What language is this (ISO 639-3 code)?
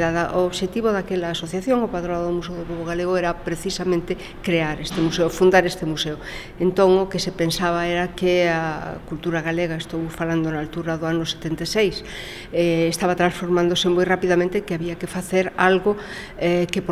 glg